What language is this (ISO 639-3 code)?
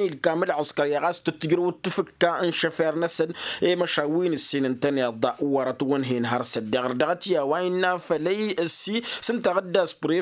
taq